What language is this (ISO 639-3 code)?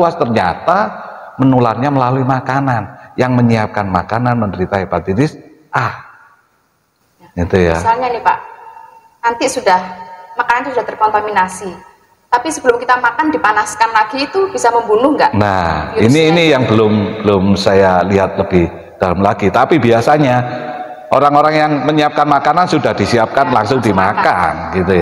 ind